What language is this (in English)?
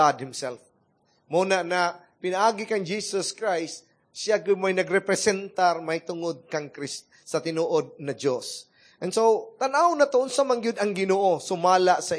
Cebuano